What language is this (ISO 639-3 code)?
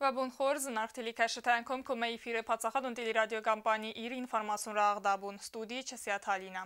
oss